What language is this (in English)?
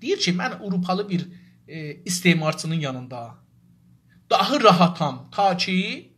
South Azerbaijani